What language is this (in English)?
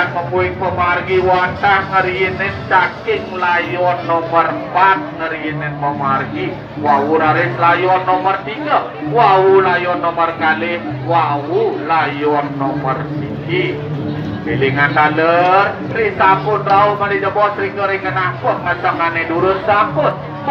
Balinese